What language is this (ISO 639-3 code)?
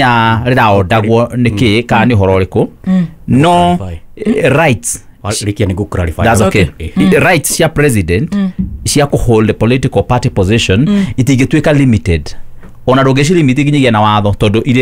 kik